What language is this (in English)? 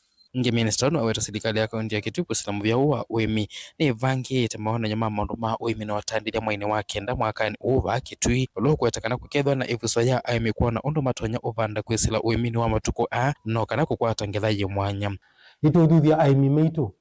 Kamba